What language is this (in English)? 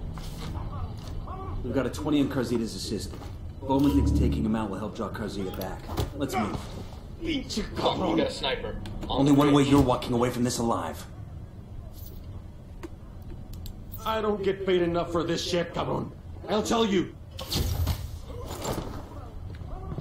English